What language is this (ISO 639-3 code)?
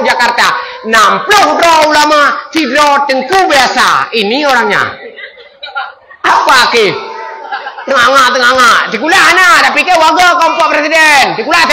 ace